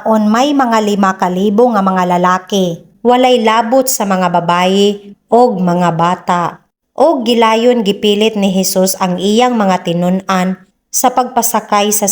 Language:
Cebuano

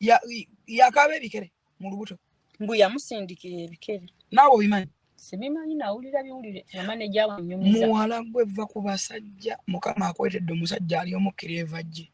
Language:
Ganda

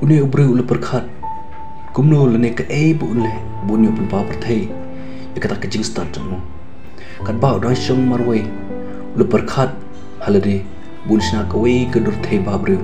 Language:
Khasi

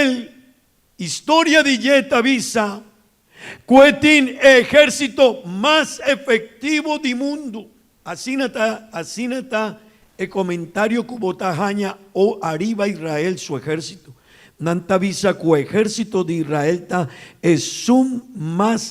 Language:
Papiamento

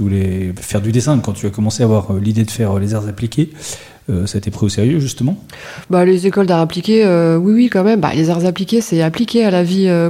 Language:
French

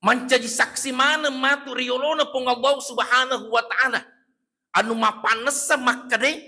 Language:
Buginese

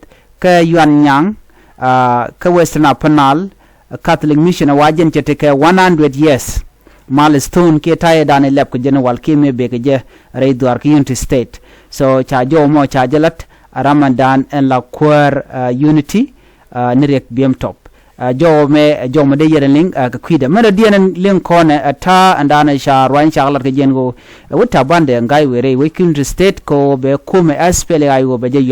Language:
Nuer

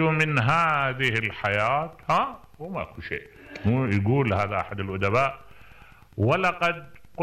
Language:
Mesopotamian Arabic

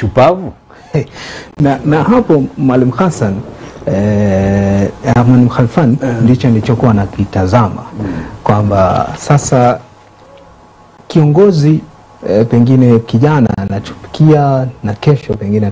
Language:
Swahili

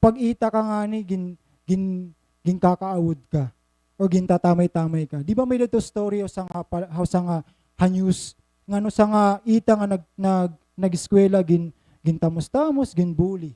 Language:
Waray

